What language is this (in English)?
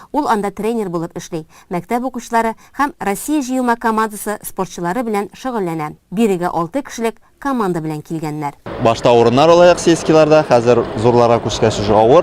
Tatar